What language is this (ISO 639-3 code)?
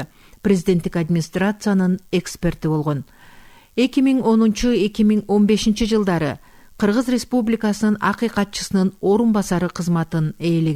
kir